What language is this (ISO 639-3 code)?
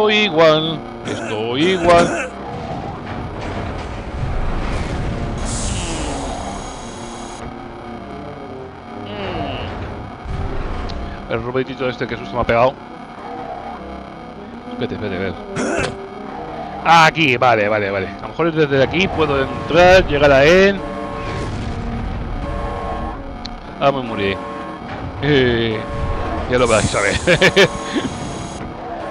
spa